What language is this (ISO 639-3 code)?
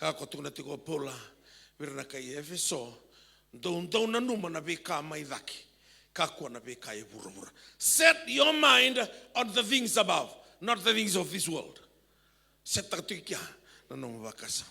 fij